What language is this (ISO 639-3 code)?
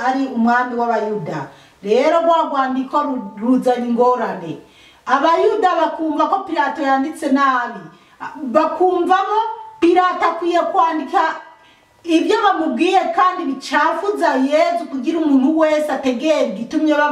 run